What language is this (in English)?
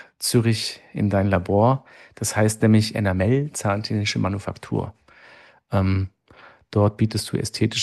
German